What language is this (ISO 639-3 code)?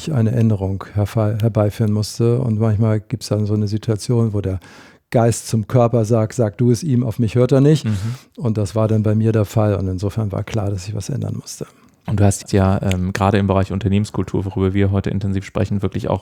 deu